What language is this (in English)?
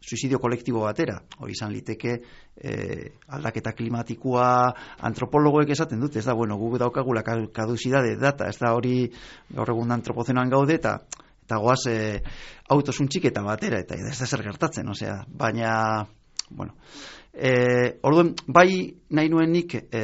Basque